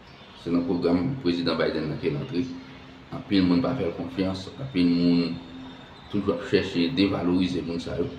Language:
Haitian Creole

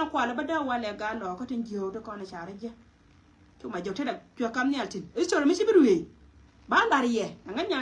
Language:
Nuer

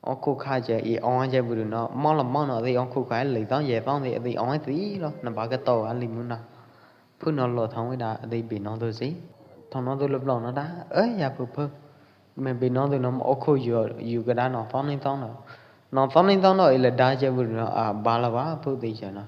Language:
Pwo Eastern Karen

